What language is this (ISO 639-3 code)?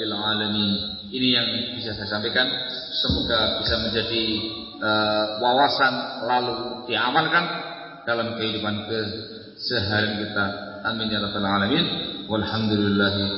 ind